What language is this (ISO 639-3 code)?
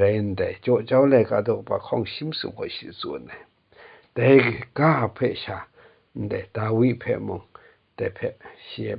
kac